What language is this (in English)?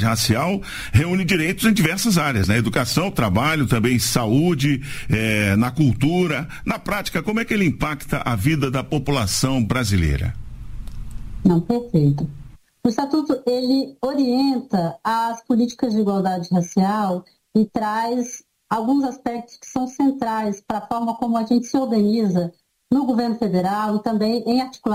Portuguese